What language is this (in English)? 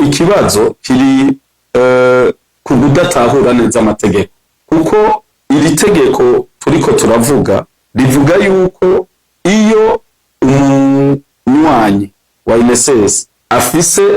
Rundi